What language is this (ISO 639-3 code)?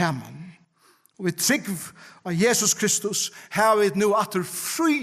fao